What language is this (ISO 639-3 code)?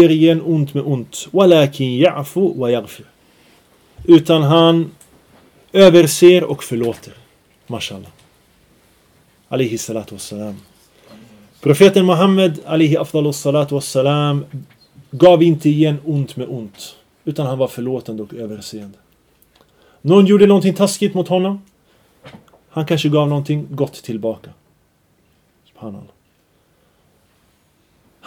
swe